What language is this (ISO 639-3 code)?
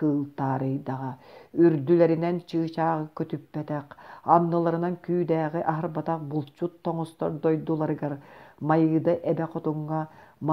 sah